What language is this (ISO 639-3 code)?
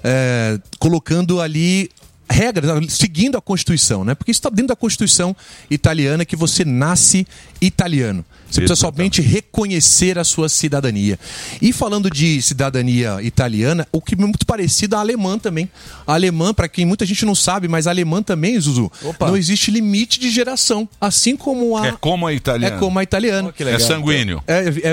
por